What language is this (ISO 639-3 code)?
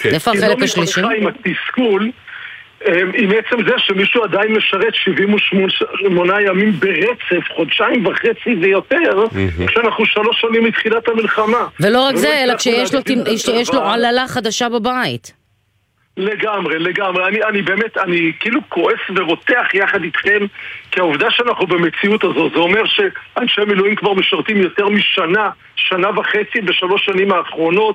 heb